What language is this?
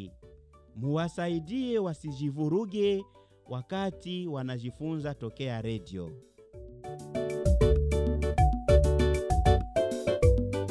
Swahili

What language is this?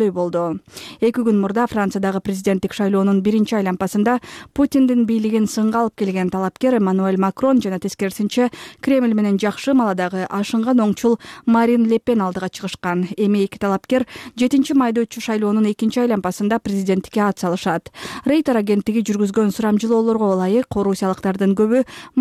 Kyrgyz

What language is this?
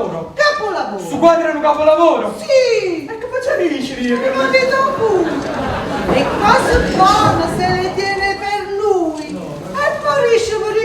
Neapolitan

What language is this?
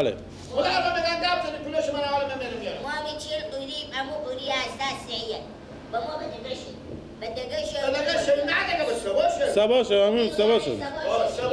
Persian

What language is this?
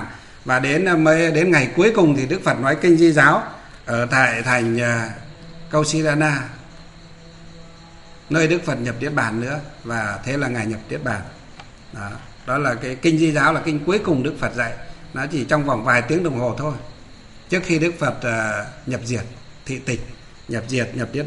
Vietnamese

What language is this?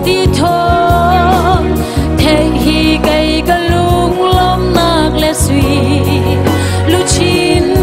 Hakha Chin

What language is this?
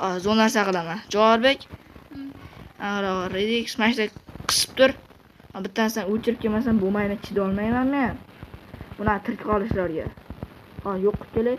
Uzbek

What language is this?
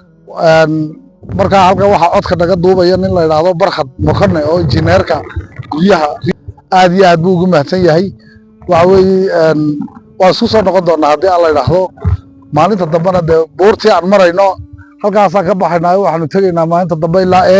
Somali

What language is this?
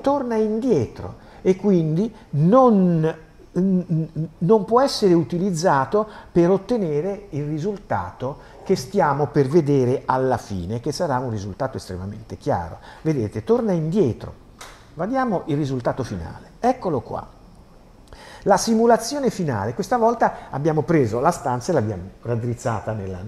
Italian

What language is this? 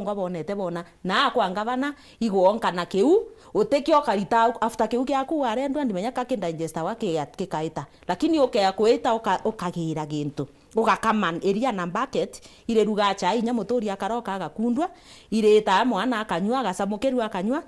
Meru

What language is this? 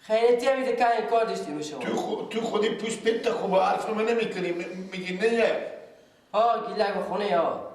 Persian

